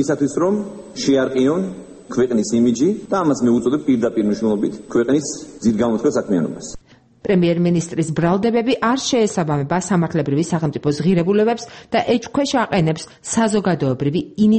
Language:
Georgian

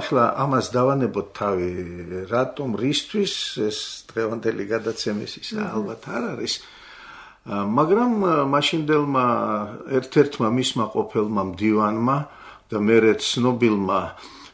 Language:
Georgian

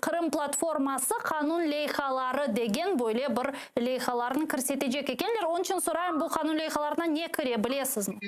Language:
Crimean Tatar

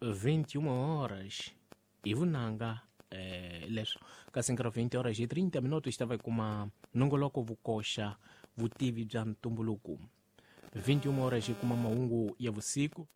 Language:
Tsonga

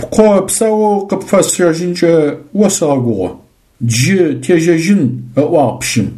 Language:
Adyghe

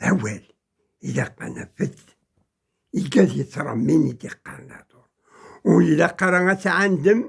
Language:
Kabyle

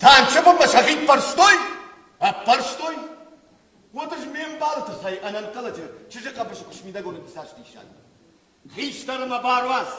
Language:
Ossetic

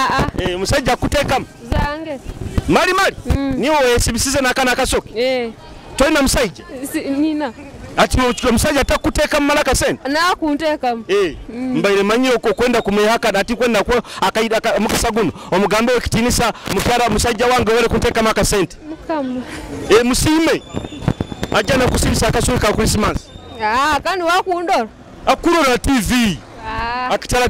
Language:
Nyoro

